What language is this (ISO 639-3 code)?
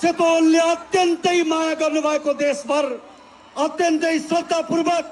nep